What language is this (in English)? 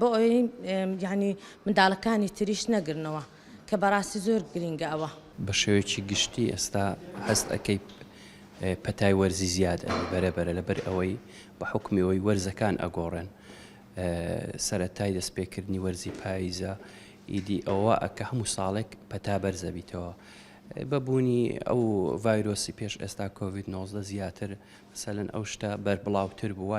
Central Kurdish